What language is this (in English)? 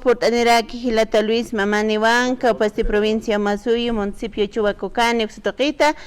Aymara